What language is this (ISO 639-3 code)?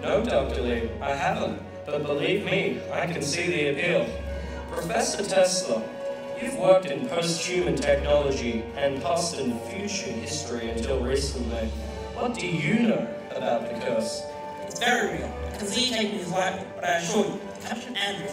eng